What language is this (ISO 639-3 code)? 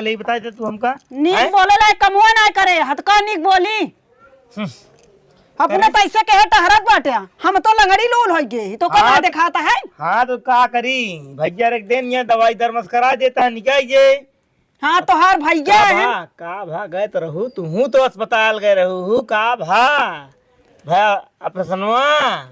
awa